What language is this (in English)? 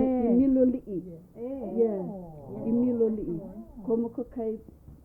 Hawaiian